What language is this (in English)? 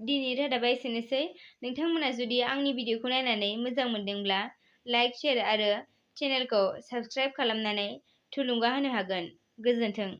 Bodo